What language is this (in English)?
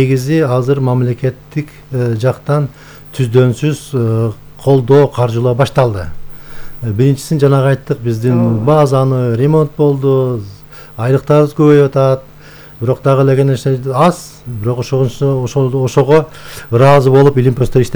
Kyrgyz